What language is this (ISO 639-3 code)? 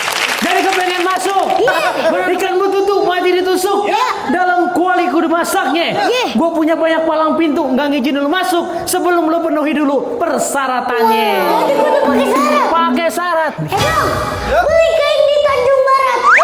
bew